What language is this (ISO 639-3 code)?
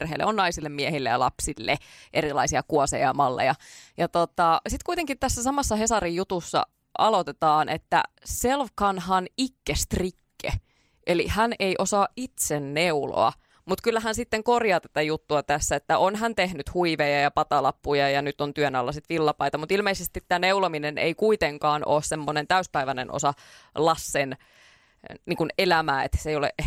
fin